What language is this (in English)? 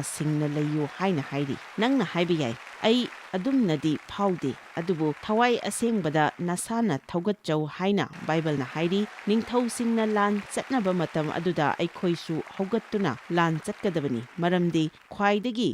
Manipuri